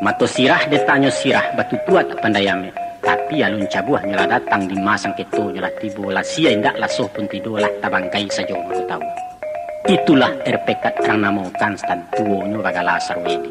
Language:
Minangkabau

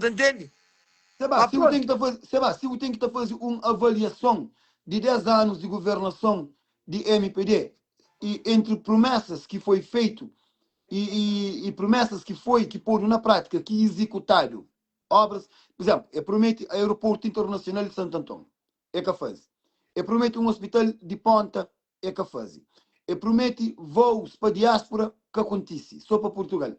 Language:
Kabuverdianu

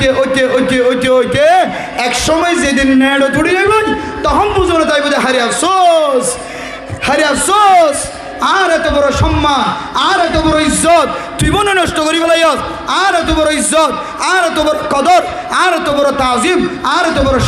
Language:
Rohingya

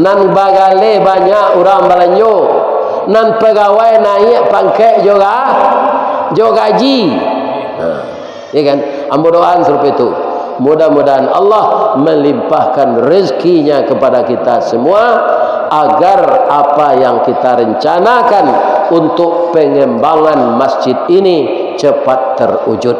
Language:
Minangkabau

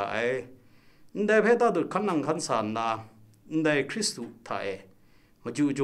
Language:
Kachin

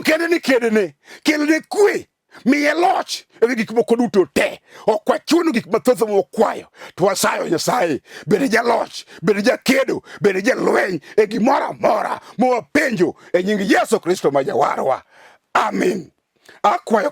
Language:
Luo (Kenya and Tanzania)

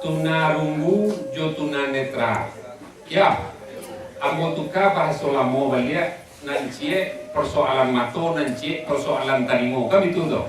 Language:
Minangkabau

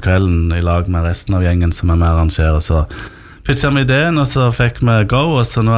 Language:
Norwegian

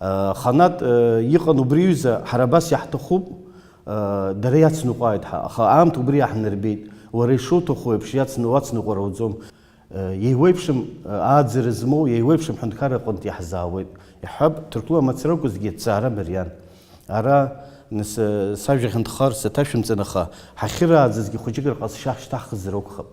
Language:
Abkhazian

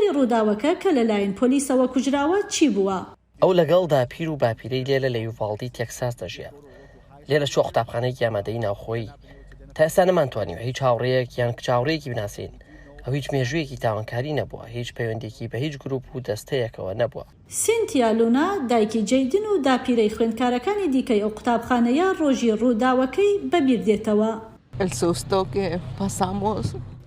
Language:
Central Kurdish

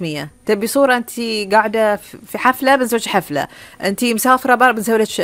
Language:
Gulf Arabic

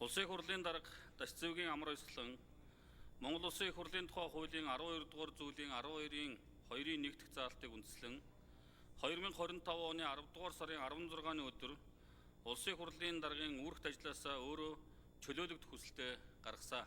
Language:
Mongolian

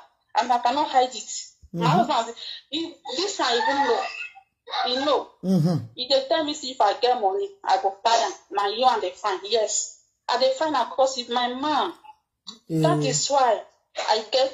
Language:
Nigerian Pidgin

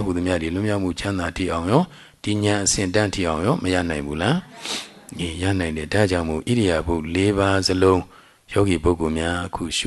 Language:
Burmese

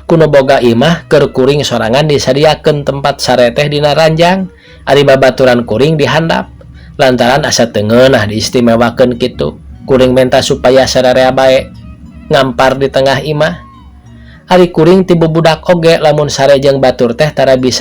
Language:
Sundanese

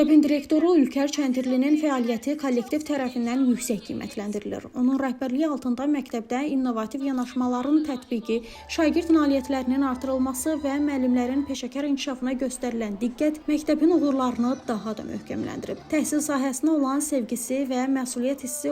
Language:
Azerbaijani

